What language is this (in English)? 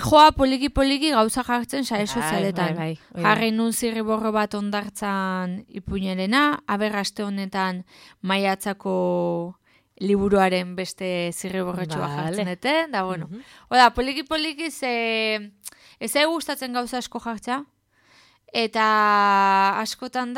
Basque